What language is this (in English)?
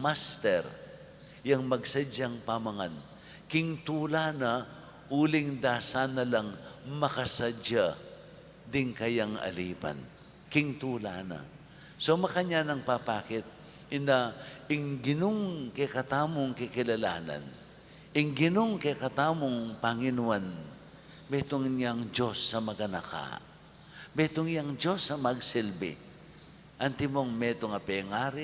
Pampanga